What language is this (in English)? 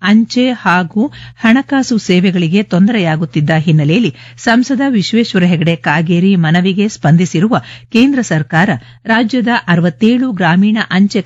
Kannada